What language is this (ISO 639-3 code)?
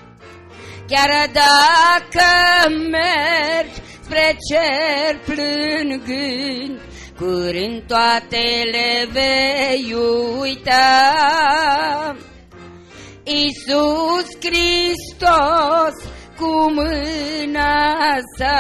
ron